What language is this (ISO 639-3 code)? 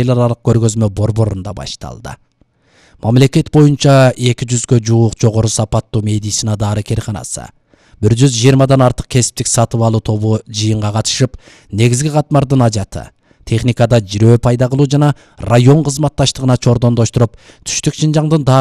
kir